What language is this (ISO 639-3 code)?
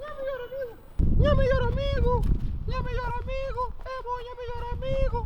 kea